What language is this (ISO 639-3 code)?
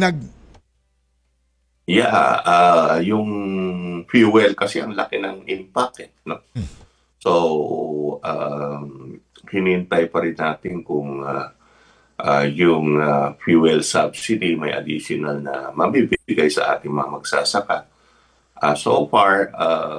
fil